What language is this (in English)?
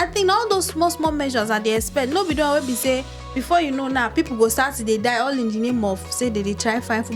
Nigerian Pidgin